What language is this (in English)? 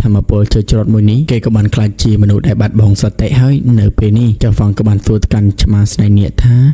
Khmer